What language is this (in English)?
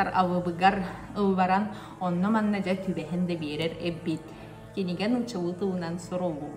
Yakut